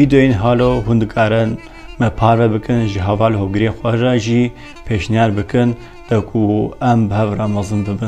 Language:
Kurdish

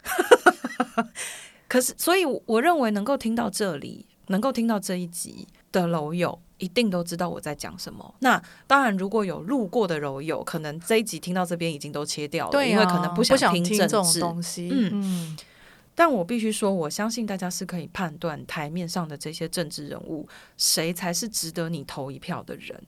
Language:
Chinese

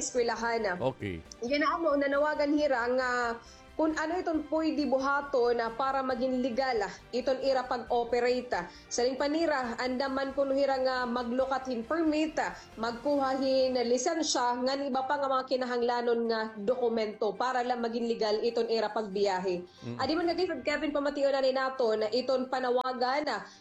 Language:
Waray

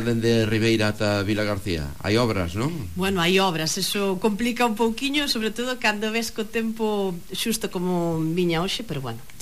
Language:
Galician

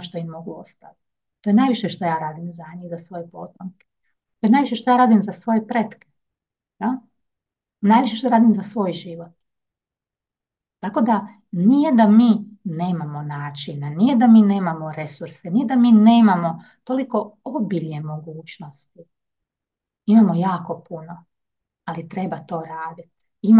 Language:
Croatian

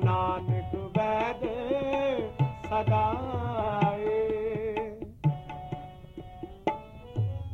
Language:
Punjabi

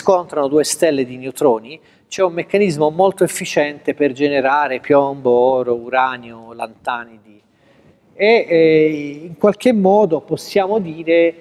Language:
Italian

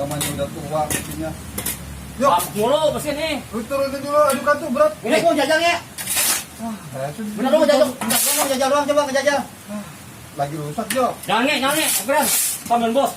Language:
Betawi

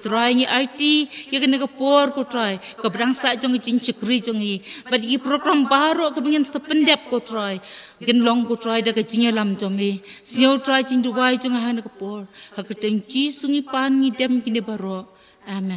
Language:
Khasi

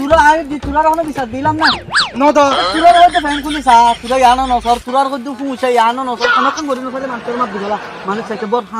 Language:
Rohingya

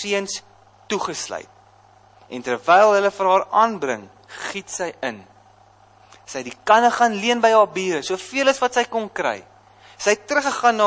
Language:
Afrikaans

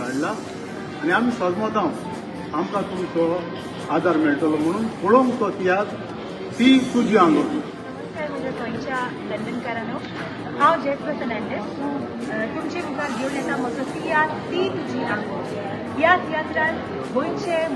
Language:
Konkani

